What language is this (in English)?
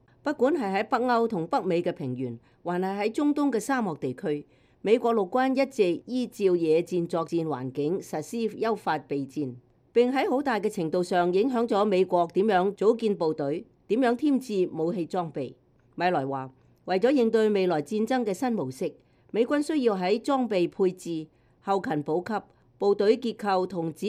Cantonese